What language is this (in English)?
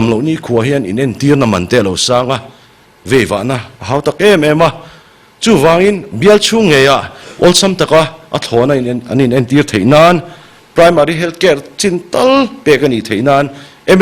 Mizo